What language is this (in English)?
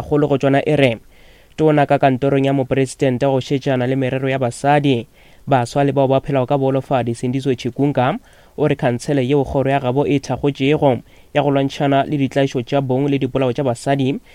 Northern Sotho